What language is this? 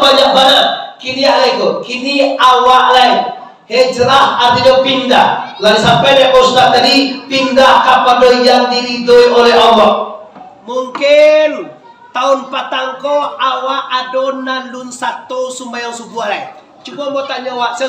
Minangkabau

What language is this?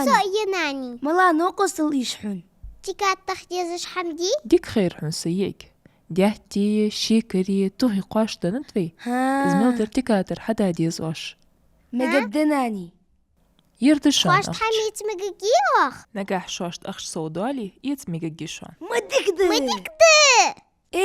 Ingush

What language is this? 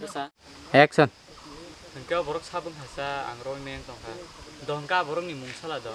Kok Borok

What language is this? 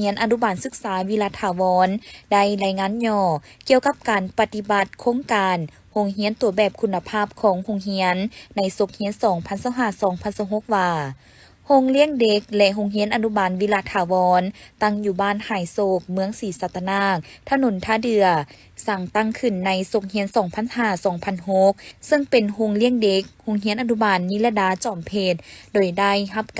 Lao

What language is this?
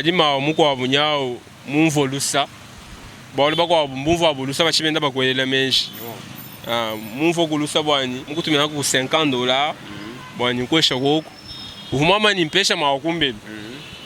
Luba-Lulua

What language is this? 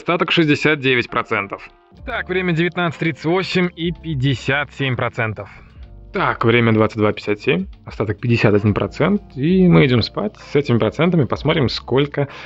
Russian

